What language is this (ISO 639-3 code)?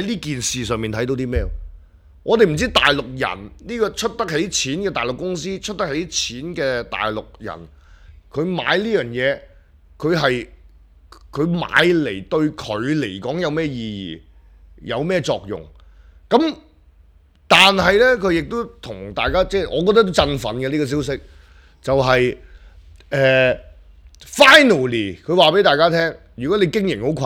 yue